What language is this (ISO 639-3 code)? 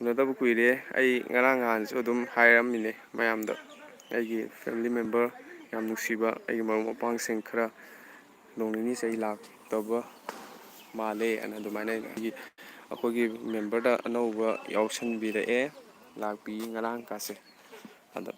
mni